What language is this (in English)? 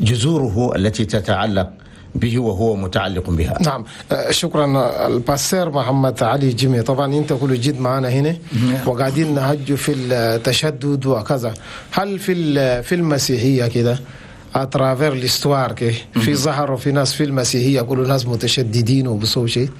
Chadian Arabic